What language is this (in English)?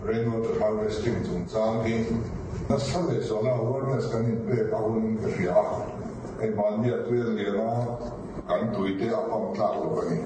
Mizo